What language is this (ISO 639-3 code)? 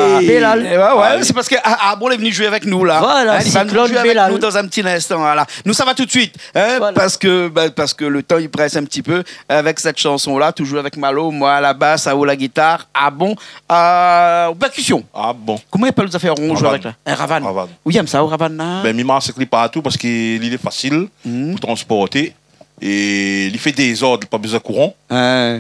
rcf